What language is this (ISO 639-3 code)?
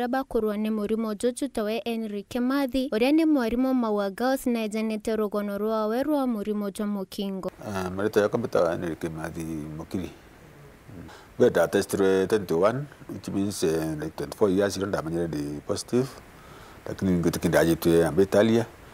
mer